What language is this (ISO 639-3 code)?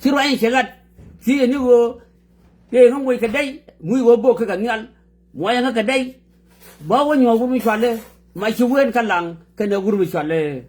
nus